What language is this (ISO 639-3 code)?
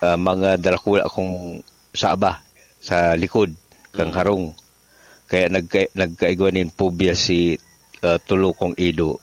bik